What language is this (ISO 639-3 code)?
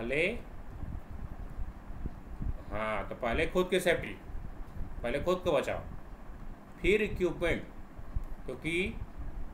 hin